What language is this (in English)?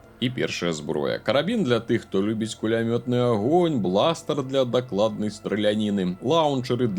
Belarusian